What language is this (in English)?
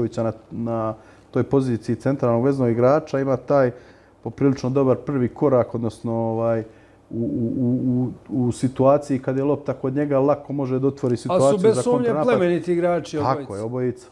Serbian